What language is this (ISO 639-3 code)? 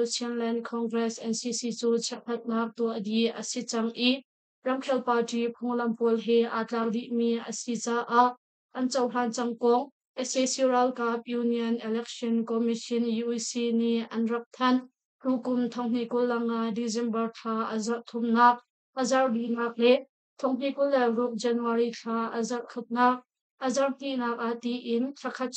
cnh